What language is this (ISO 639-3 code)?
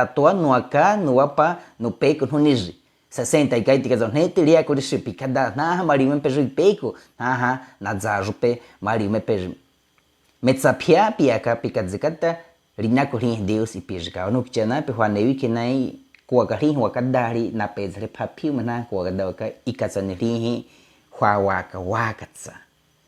bwi